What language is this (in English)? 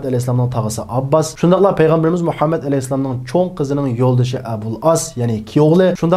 Uyghur